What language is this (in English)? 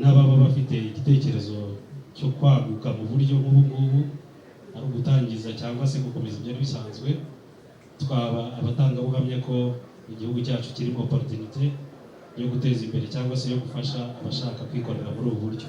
Kinyarwanda